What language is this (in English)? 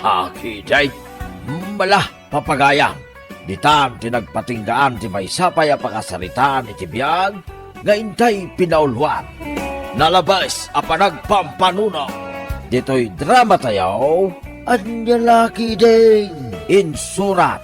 Iloko